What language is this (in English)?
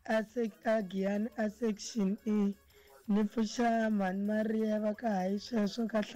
Tsonga